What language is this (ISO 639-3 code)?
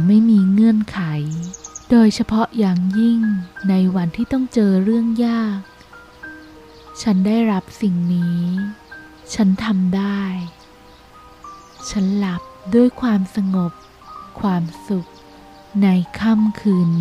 tha